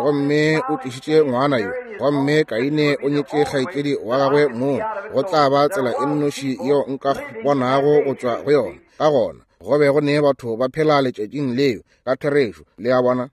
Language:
Northern Sotho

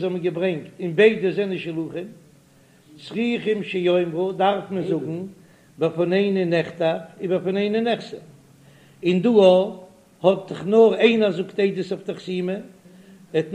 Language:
Yiddish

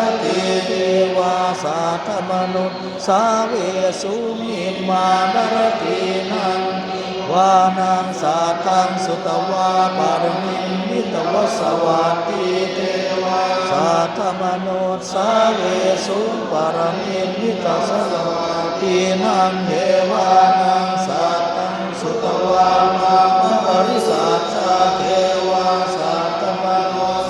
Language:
Pali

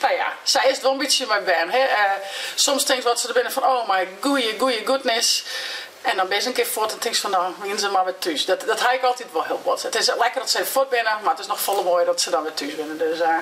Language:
Western Frisian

